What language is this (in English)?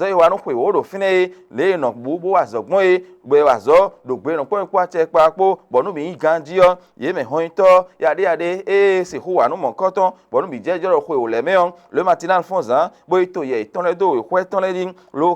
Fon